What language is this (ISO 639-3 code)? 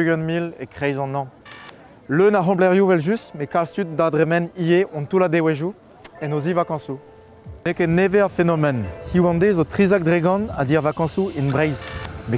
bre